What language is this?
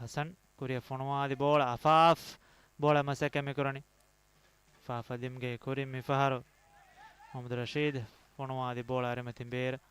Divehi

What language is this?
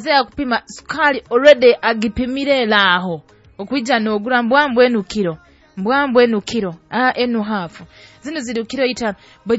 Nyoro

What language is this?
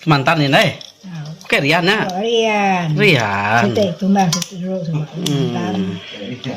Iban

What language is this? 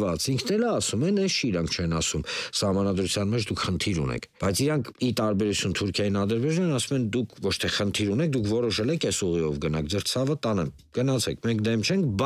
Armenian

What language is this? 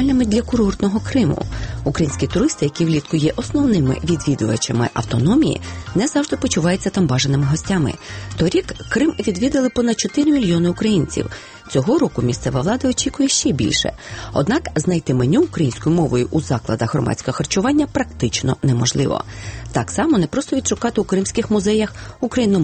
Ukrainian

